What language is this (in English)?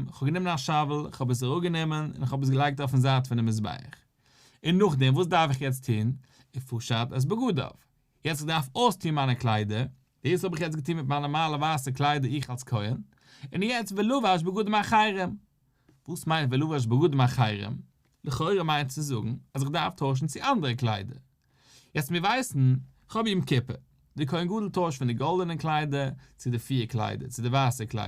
Yiddish